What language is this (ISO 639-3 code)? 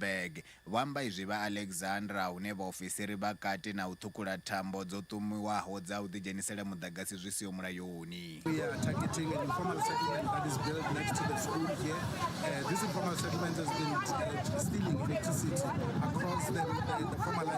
ven